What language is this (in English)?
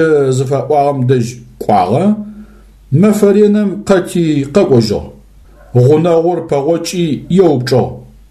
Adyghe